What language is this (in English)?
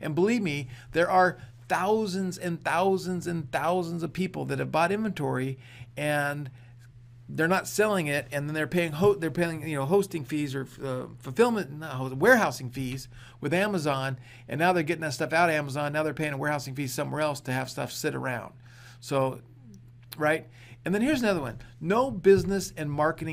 English